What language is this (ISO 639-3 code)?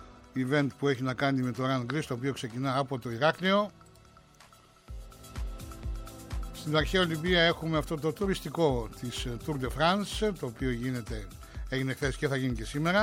ell